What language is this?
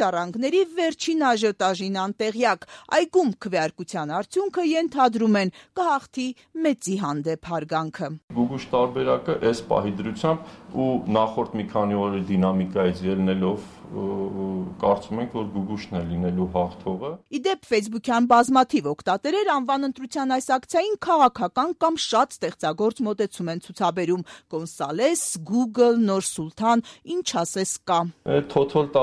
Armenian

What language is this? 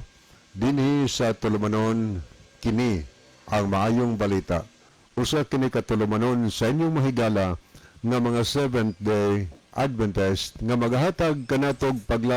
Cebuano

